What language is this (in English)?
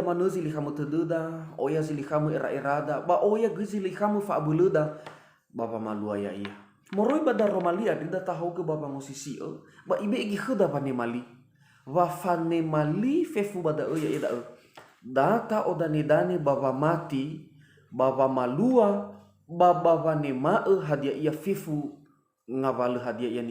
Nias